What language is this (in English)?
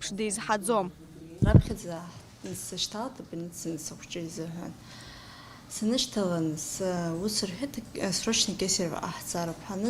Abkhazian